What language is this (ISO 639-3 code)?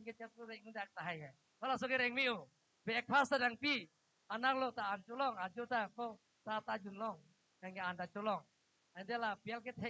mjw